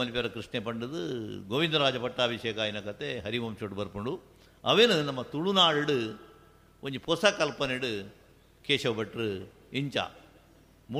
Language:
Tulu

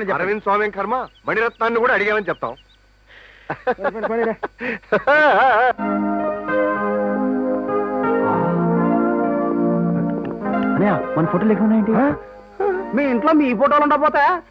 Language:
Telugu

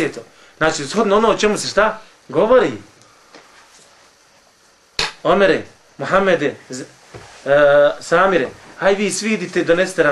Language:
Bosnian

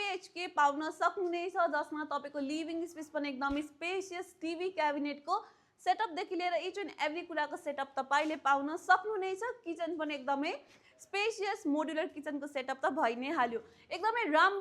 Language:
Nepali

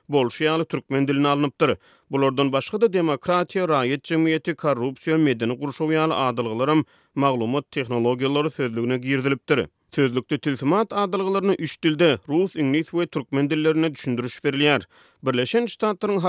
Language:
Turkmen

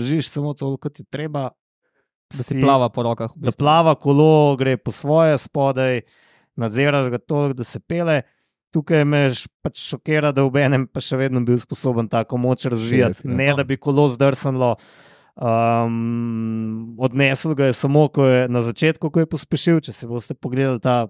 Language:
Slovenian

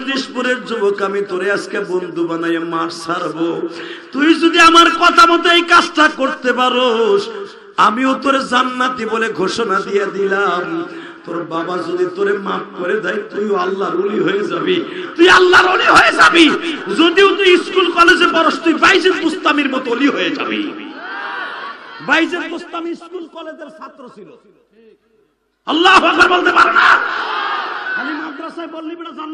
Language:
Bangla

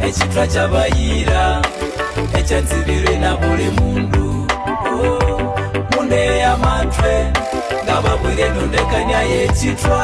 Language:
Konzo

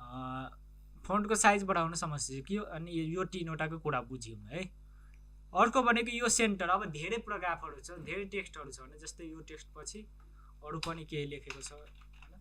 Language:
Nepali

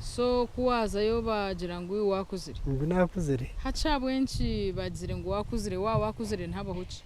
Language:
Nyankole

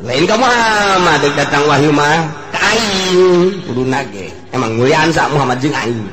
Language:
Sundanese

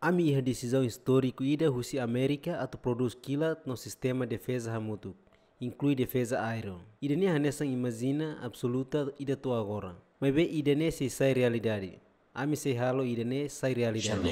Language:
Tetum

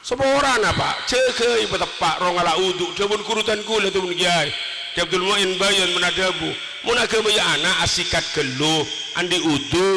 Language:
Madurese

